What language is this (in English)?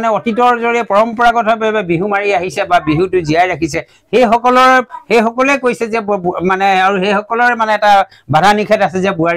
Assamese